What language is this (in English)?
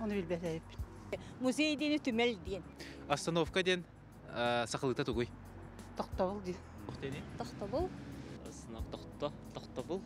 Yakut